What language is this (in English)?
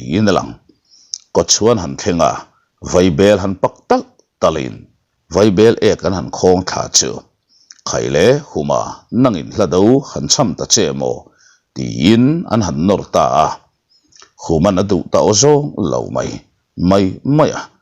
Mizo